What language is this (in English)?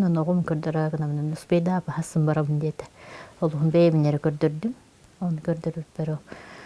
Yakut